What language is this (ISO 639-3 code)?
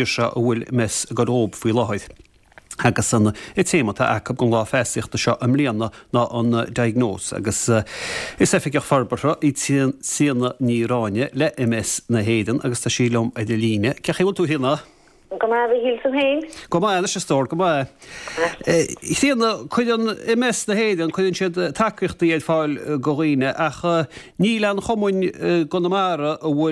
gle